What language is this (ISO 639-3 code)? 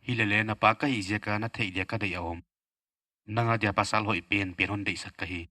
pck